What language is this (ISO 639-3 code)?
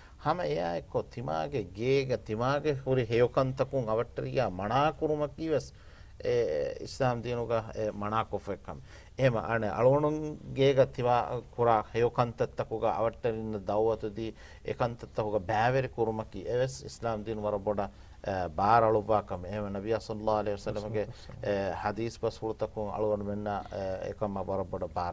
div